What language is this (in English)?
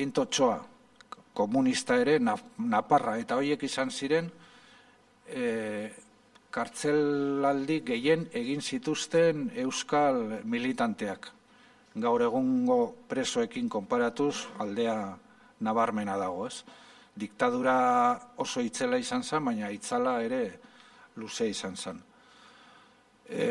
Basque